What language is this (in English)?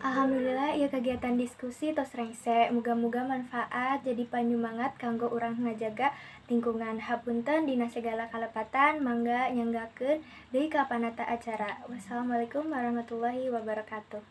Sundanese